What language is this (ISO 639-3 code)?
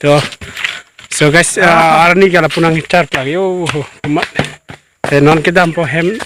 mjw